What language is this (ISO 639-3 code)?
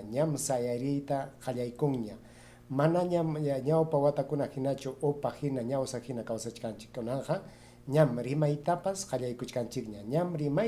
quy